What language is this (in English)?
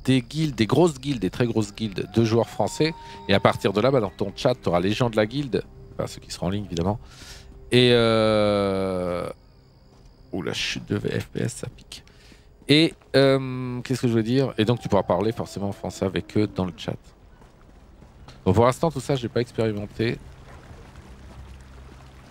French